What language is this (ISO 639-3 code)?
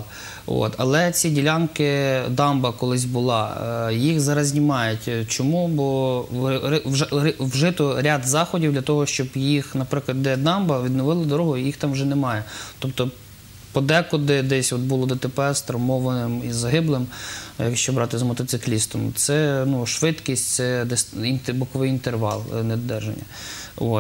ukr